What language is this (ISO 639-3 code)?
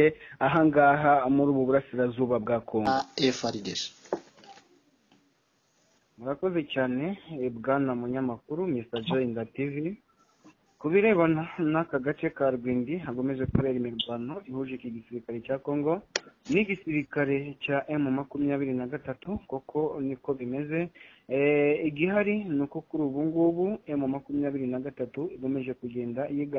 kin